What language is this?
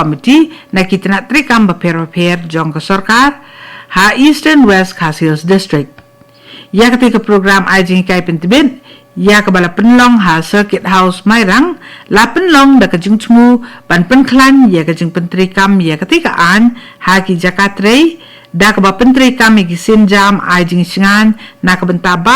Khasi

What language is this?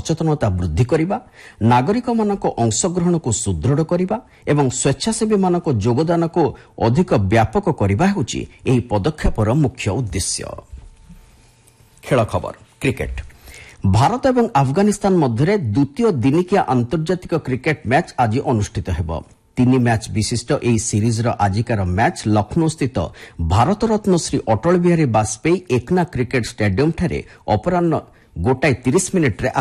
Odia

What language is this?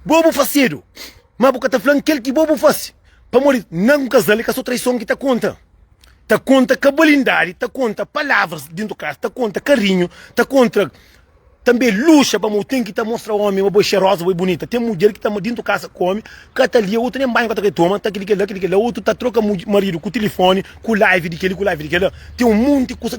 Kabuverdianu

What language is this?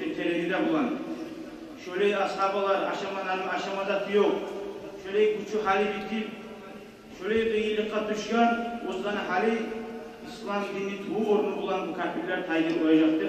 Kumyk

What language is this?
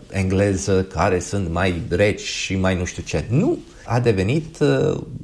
Romanian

